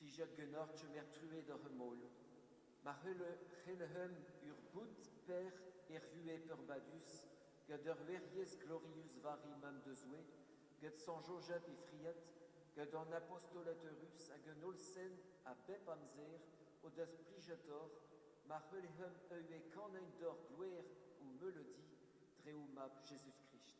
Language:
Breton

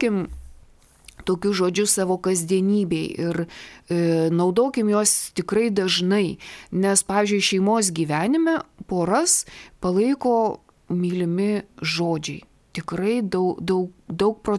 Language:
Lithuanian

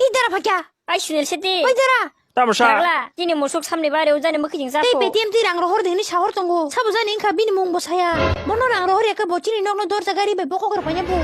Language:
Kok Borok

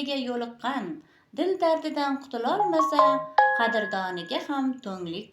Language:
Uzbek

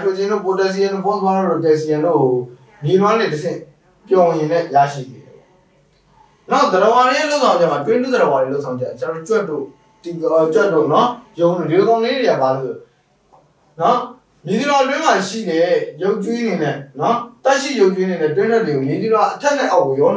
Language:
Burmese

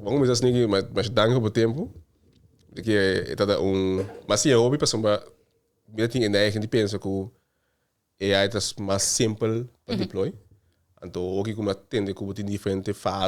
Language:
Papiamento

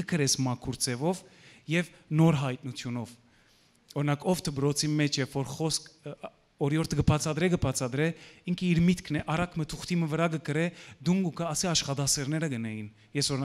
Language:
Western Armenian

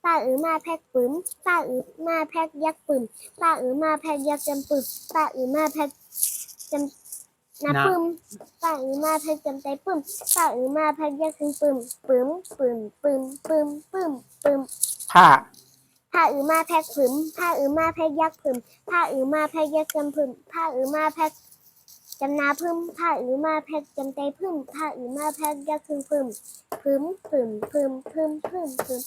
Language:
Shan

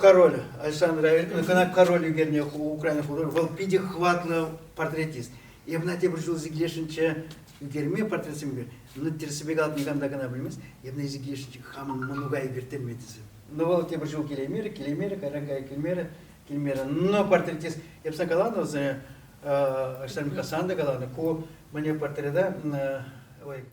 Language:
Chuvash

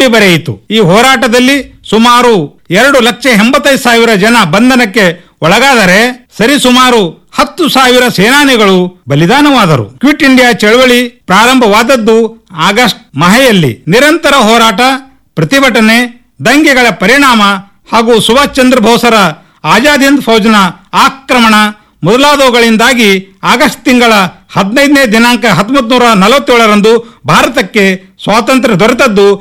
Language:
Kannada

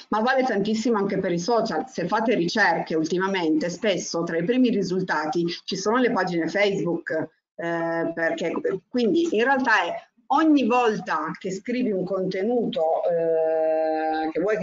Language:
Italian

